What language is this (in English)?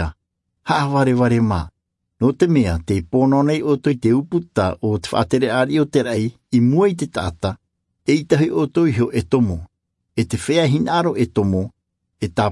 Tahitian